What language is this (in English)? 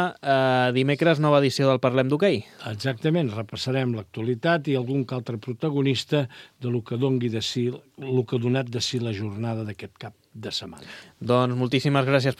Catalan